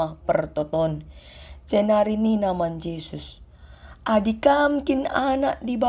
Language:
Batak Karo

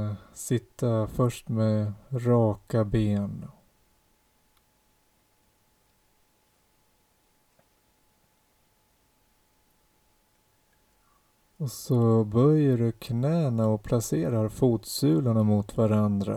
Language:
Swedish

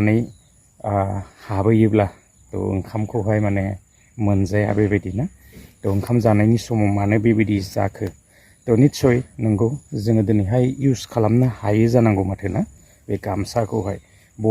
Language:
Bodo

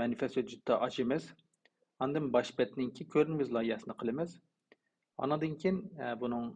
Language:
Uyghur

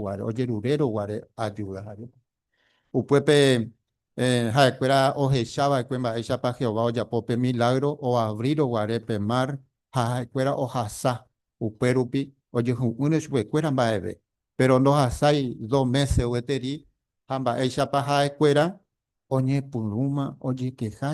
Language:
Guarani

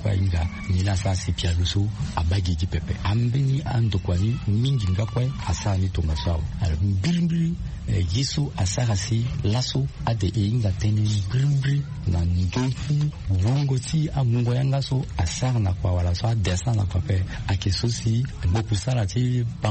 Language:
Sango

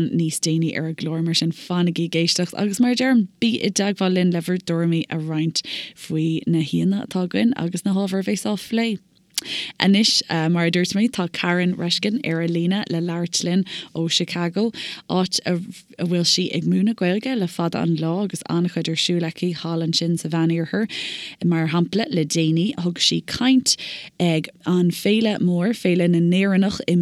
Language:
Irish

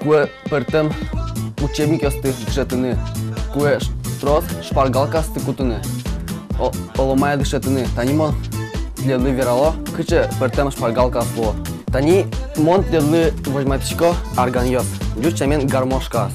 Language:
Udmurt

